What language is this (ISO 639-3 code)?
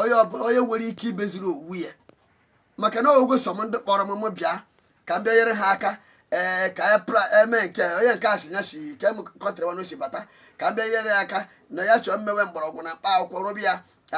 ibo